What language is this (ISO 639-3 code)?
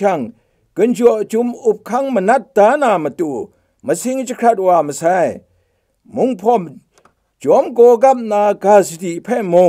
kac